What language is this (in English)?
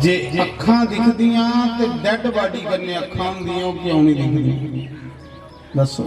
Dogri